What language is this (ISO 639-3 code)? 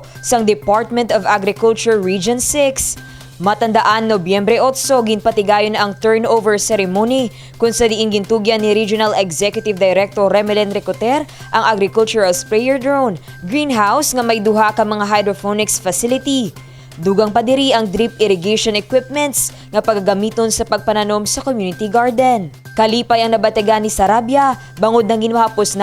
hil